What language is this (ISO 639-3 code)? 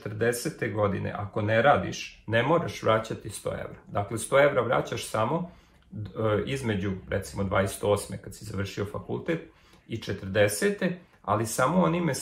srp